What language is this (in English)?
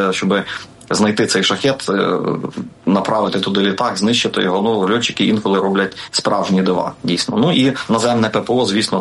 Ukrainian